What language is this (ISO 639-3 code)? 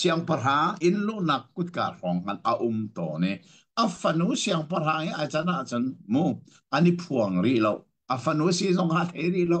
cnh